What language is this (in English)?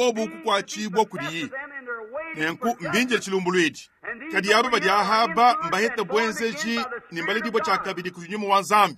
Luba-Lulua